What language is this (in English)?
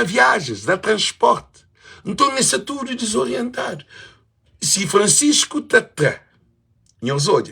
Kabuverdianu